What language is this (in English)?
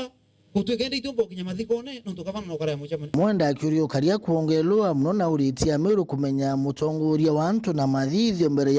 Meru